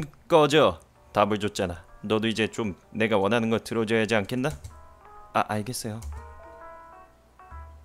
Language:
Korean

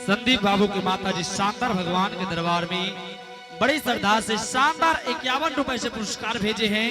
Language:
Angika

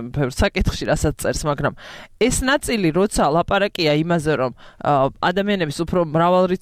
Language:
Georgian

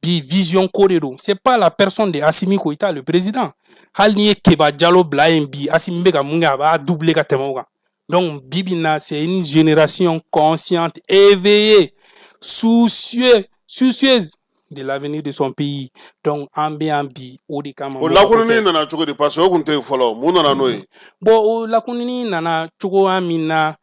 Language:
Bambara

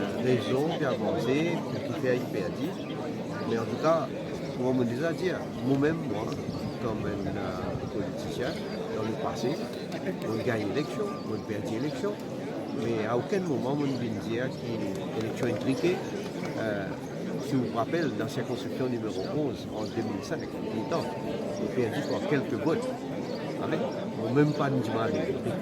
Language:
Morisyen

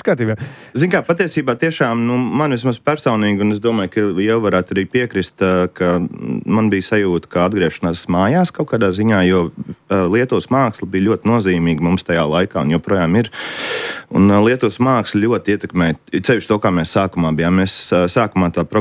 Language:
Latvian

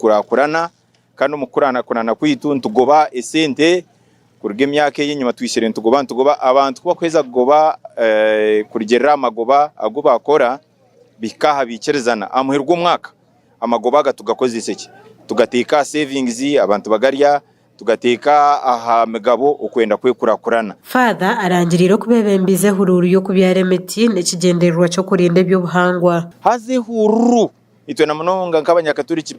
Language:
Nyankole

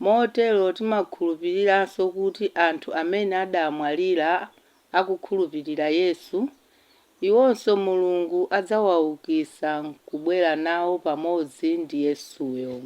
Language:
Nyanja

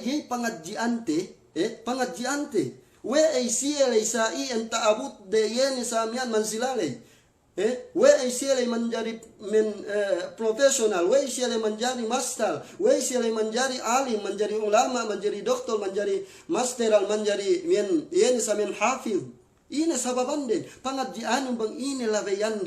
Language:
Yakan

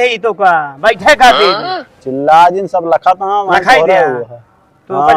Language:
Awadhi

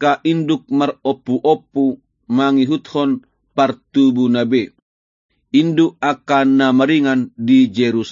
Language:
Batak Toba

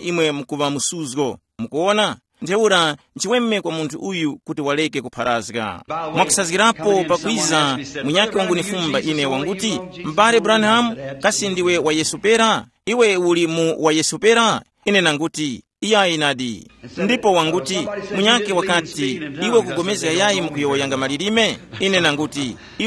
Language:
Tumbuka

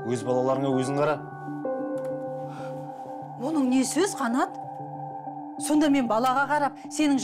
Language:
Kazakh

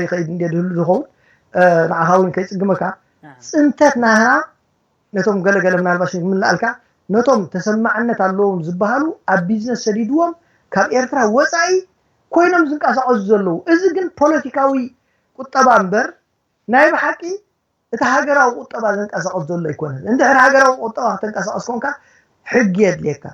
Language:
Tigrinya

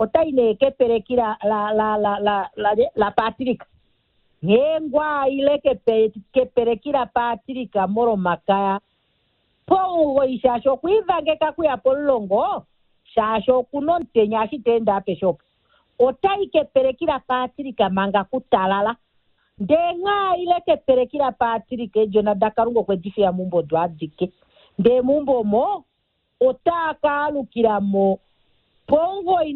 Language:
Kuanyama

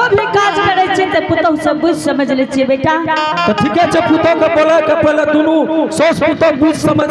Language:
Angika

